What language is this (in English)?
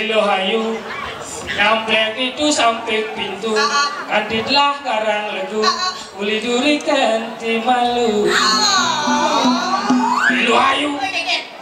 Balinese